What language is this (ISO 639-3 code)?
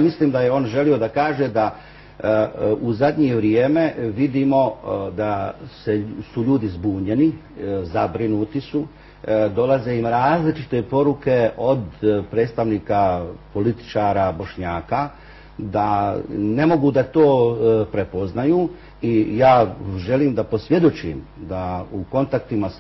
bos